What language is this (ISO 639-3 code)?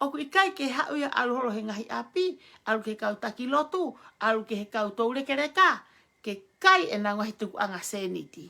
ton